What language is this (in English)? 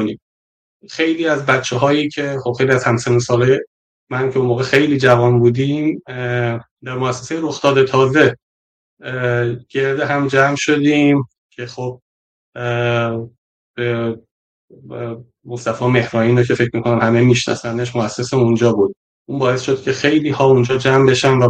Persian